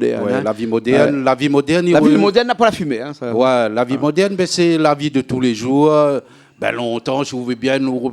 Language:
Réunion Creole French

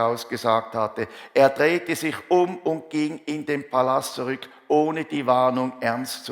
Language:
Swiss German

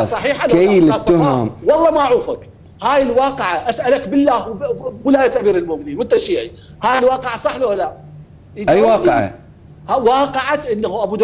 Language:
Mesopotamian Arabic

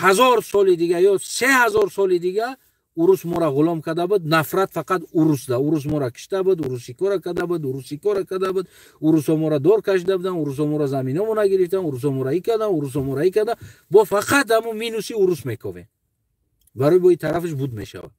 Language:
Tajik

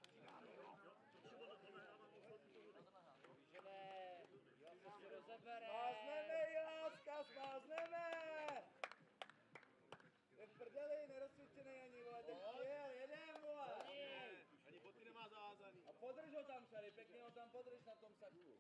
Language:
Czech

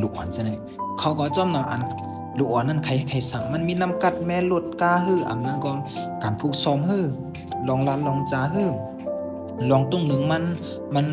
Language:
Shan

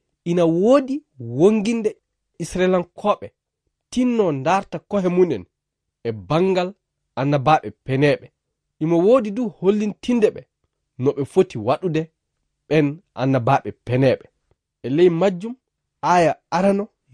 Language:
Fula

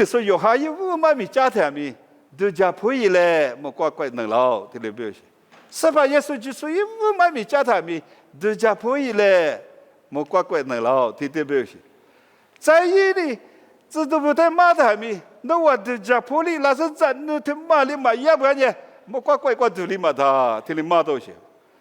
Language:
Lisu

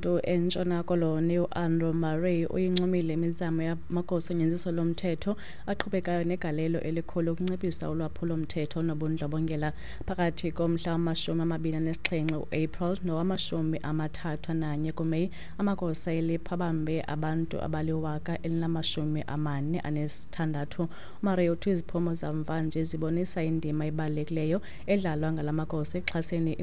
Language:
Xhosa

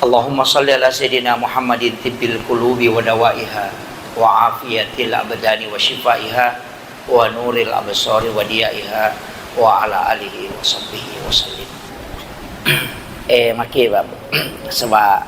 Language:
Buginese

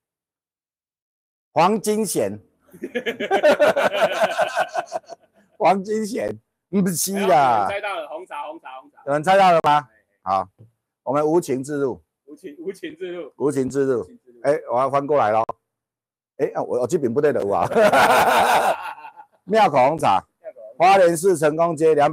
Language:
Chinese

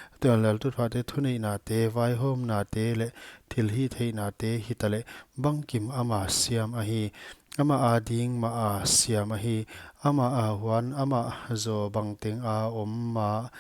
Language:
Paite Chin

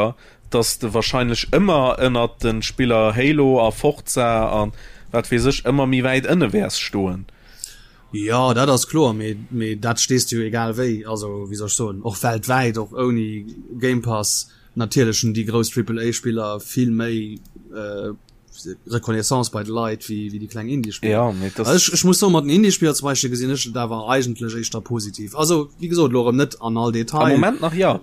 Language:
Luxembourgish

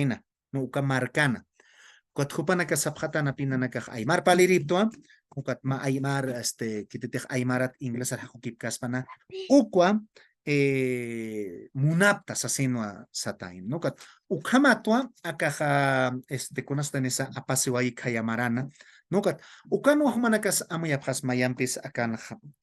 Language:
Aymara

